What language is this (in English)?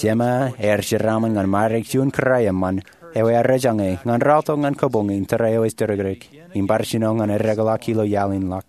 Marshallese